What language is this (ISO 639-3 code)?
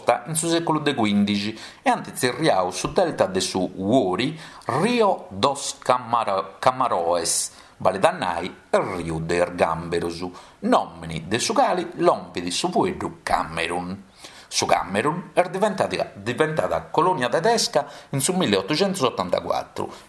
srd